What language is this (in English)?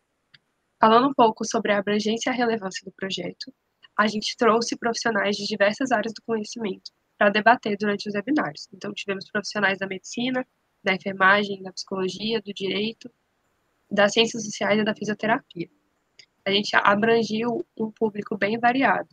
Portuguese